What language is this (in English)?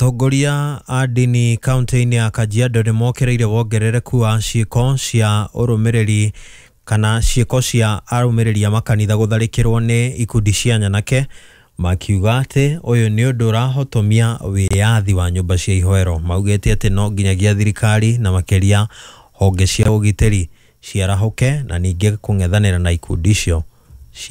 Kikuyu